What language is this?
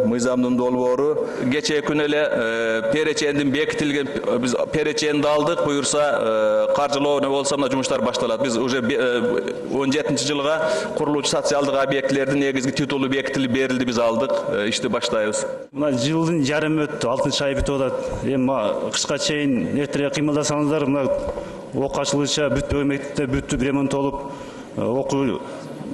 Kyrgyz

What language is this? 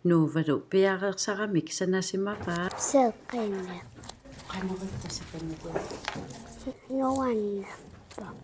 Kalaallisut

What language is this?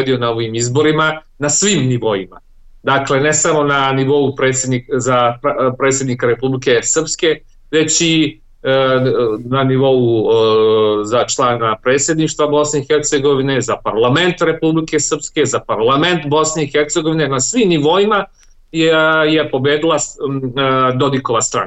Serbian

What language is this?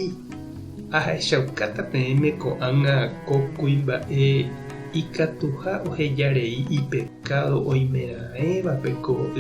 Guarani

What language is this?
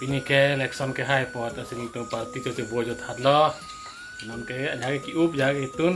Karbi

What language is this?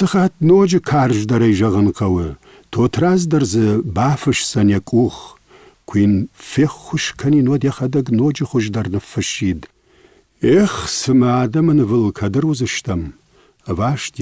Ossetic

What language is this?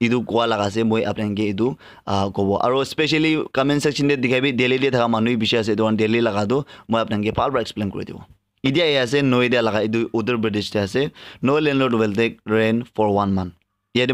Naga Pidgin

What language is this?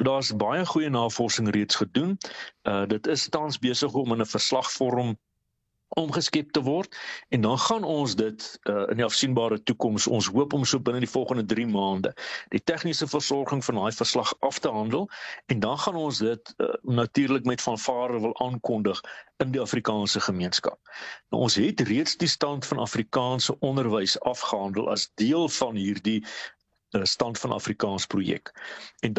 Afrikaans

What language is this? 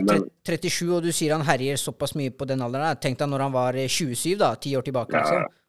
Norwegian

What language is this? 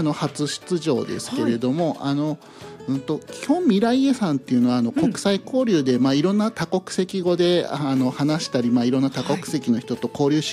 Japanese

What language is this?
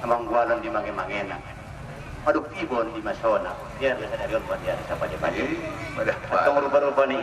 Batak Angkola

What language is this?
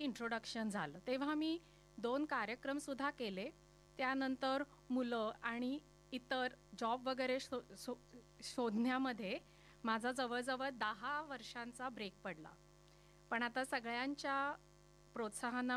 Marathi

